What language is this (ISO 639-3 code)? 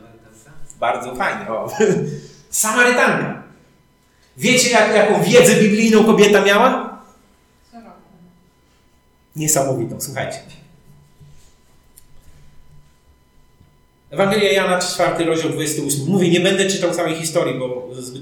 pol